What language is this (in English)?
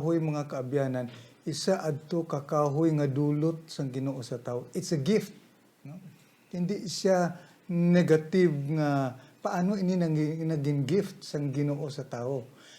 Hiligaynon